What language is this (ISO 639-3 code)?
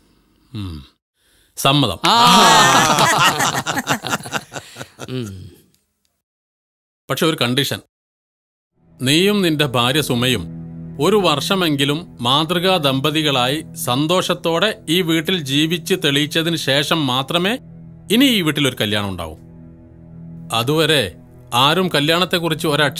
mal